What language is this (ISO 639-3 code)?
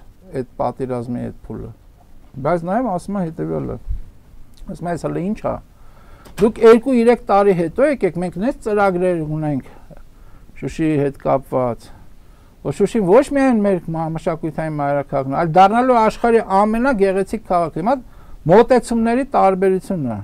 hye